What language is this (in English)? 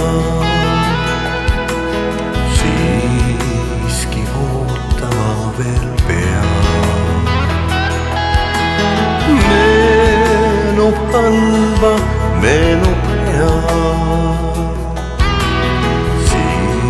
Estonian